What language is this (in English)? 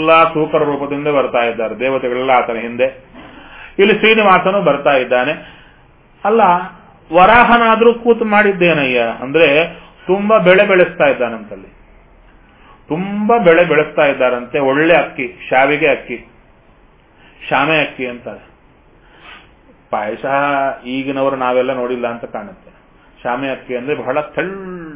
Kannada